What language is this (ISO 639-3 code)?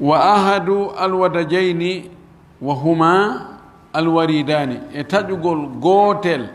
ful